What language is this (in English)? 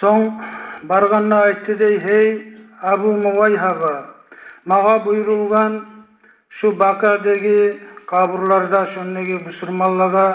Kumyk